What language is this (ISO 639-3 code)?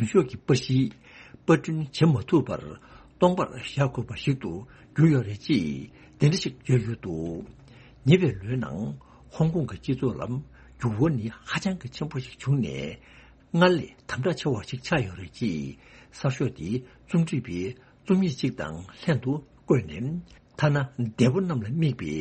bod